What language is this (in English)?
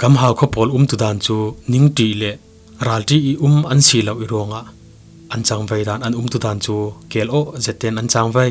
Falam Chin